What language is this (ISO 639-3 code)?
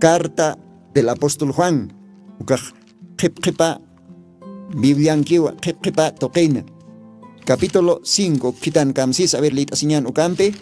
aym